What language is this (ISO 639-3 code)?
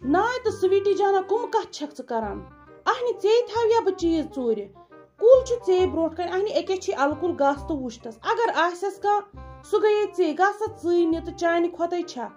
kas